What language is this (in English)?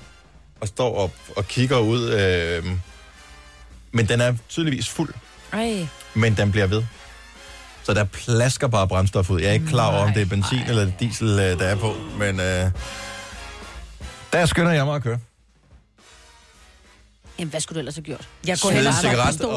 Danish